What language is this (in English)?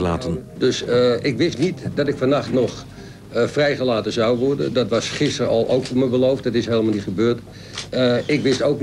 Dutch